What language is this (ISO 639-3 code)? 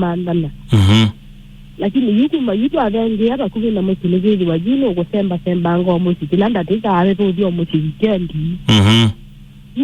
kam